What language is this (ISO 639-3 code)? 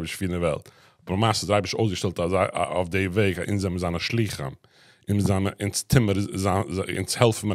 yid